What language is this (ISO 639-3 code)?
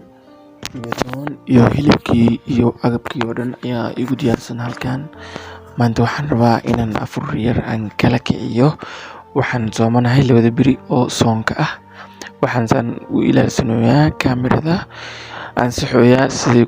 som